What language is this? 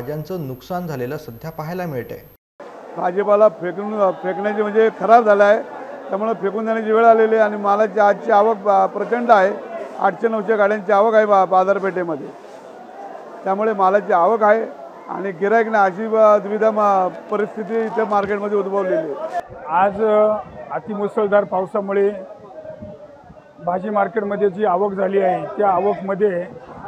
Marathi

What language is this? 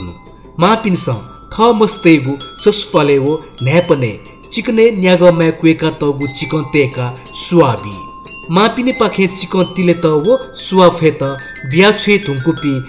Newari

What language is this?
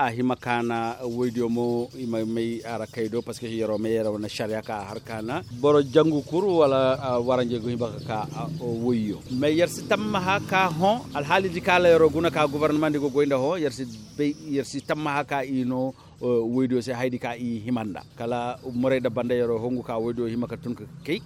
Koyraboro Senni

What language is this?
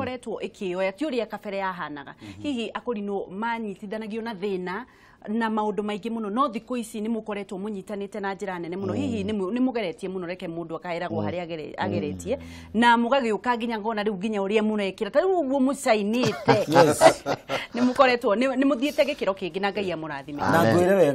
Kikuyu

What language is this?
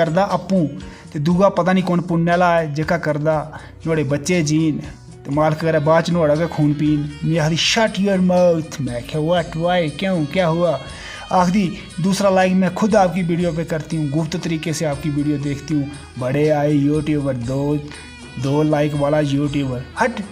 Dogri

